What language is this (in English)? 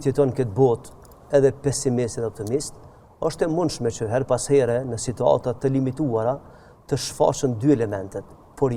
Albanian